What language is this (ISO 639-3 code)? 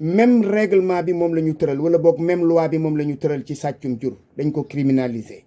wol